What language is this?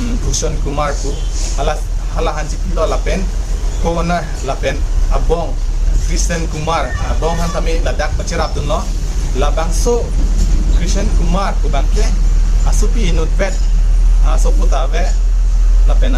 Karbi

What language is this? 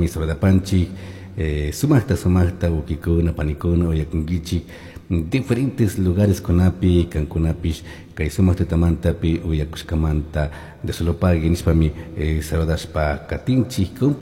Chimborazo Highland Quichua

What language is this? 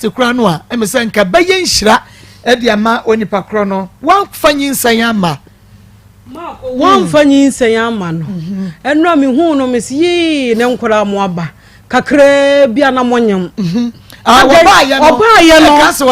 Akan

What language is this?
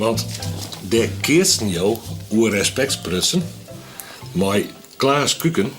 Western Frisian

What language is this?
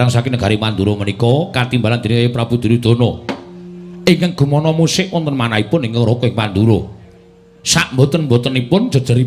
Javanese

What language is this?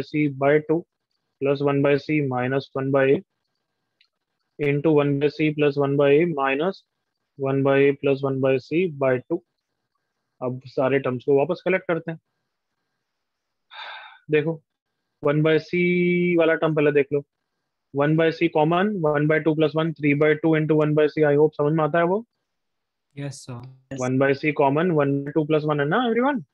Hindi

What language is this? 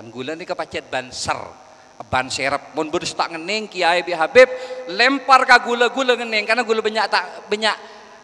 Madurese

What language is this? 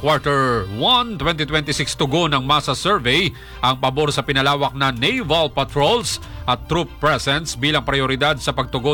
Filipino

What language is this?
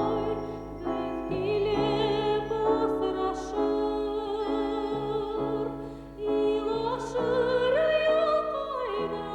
Bashkir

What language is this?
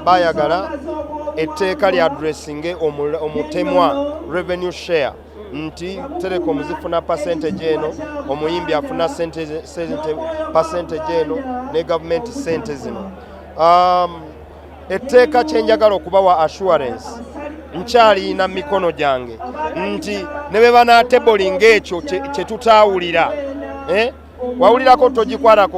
Ganda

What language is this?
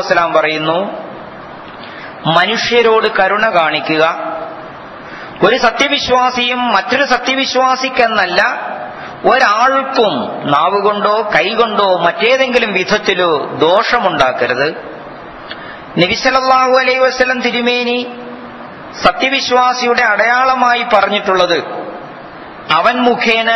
Malayalam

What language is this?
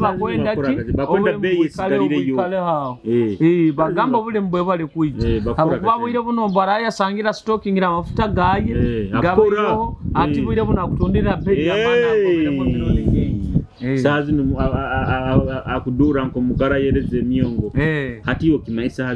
Nyoro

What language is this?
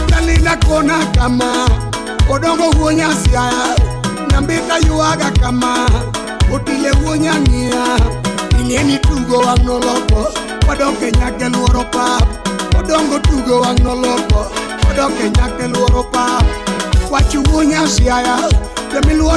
Luo (Kenya and Tanzania)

